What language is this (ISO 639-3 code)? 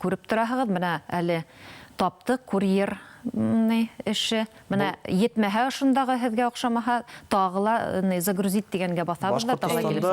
bak